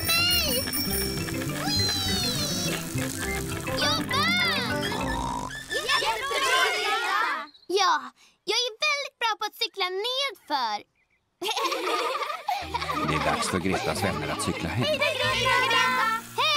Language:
Swedish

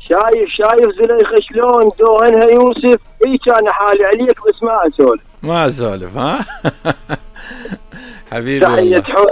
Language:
Mesopotamian Arabic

